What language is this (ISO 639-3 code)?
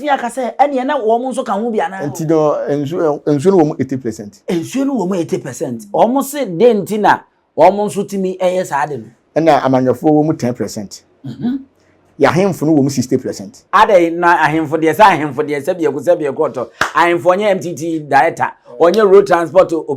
aka